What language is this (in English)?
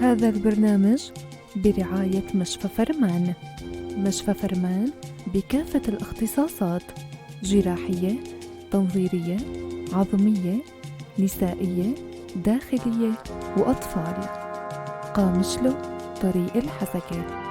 North Levantine Arabic